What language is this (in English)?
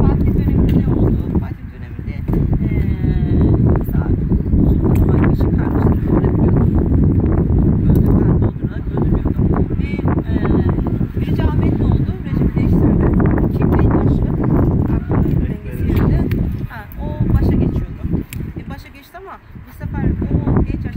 Turkish